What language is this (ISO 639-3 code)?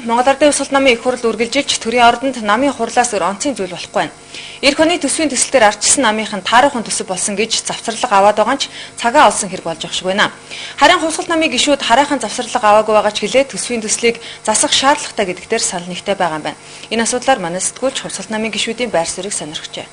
mon